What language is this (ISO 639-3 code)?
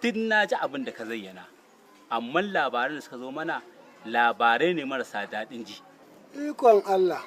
hau